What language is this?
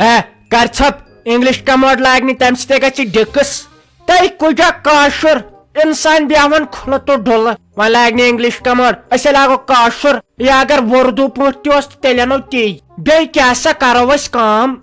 Kashmiri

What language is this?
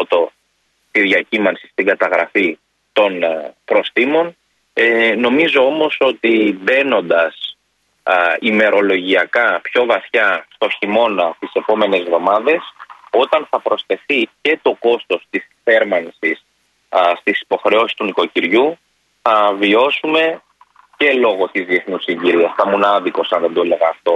Greek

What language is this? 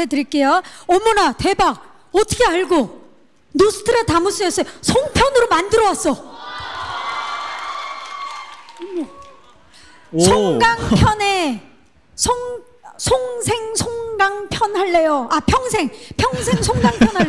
Korean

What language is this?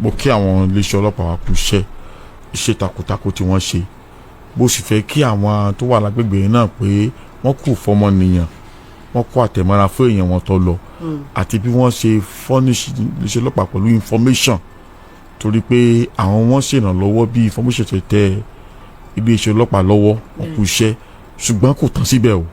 Yoruba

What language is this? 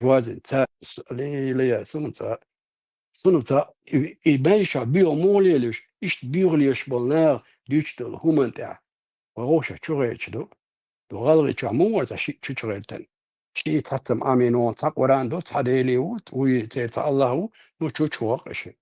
Chechen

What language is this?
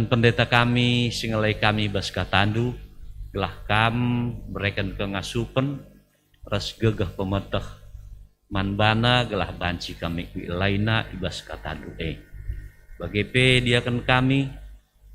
Batak Karo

